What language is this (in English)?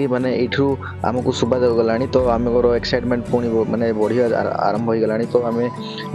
Odia